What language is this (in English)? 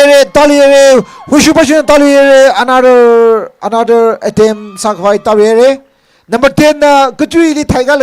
Tangkhul Naga (India)